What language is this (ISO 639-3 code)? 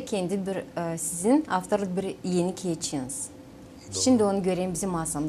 gag